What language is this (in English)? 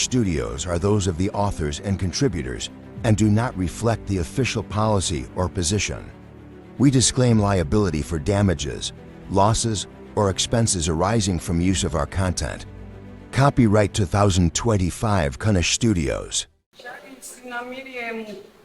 Shona